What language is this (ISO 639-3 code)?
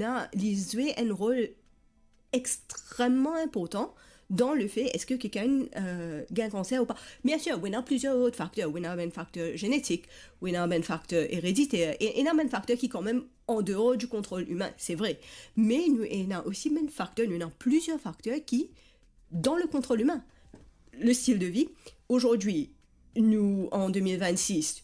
mfe